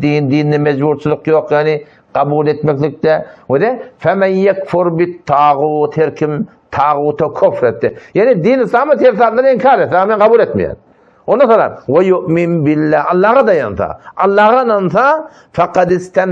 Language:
Turkmen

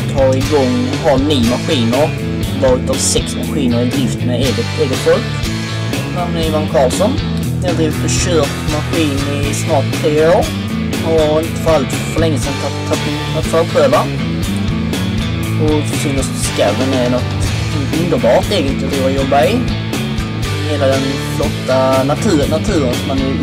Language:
Swedish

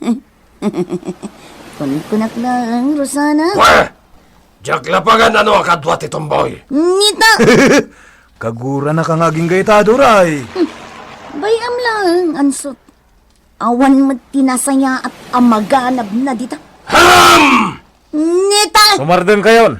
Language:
Iloko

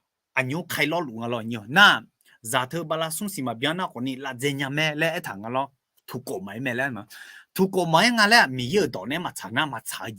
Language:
Akha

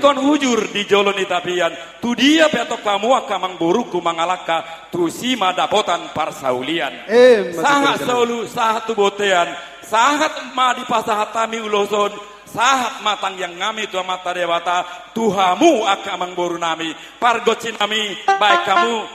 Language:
Batak Toba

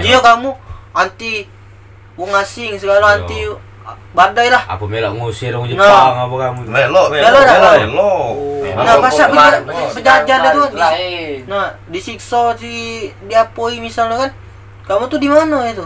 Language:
Musi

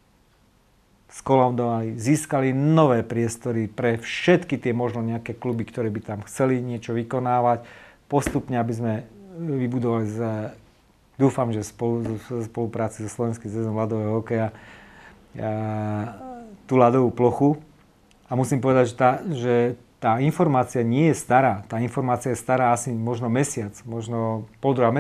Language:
Slovak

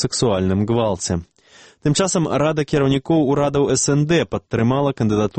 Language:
Belarusian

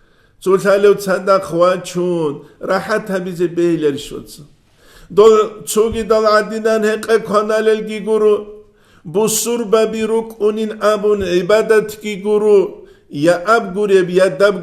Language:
Avaric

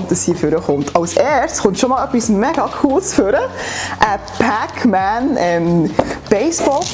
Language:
Swiss German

